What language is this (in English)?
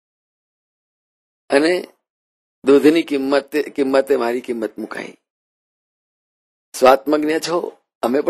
Gujarati